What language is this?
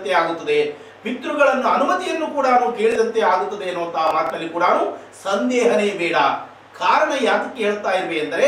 Kannada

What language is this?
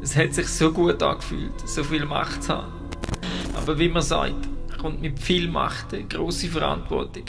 Swiss German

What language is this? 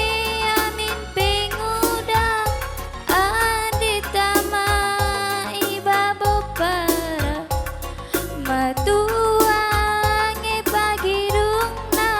Batak Karo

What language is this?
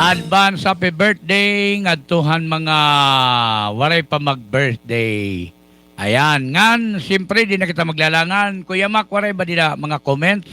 Waray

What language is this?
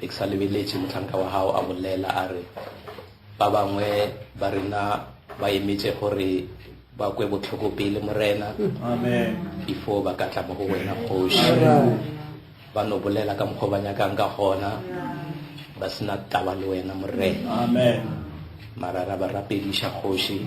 Northern Sotho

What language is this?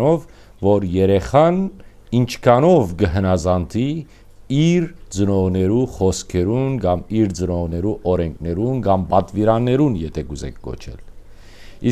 Western Armenian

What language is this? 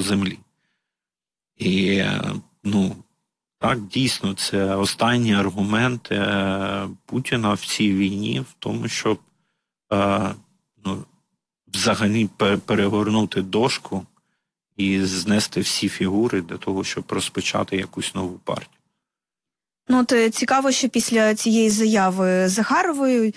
Ukrainian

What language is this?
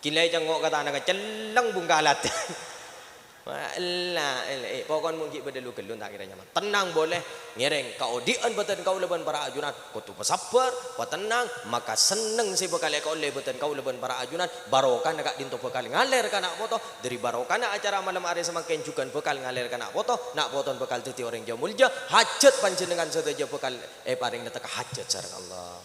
Madurese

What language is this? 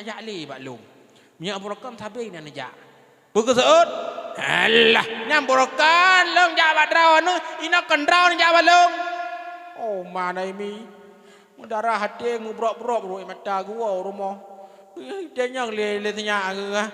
Achinese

